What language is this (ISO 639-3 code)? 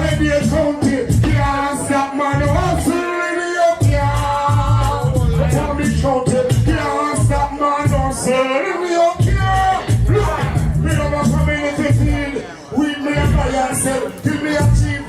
jam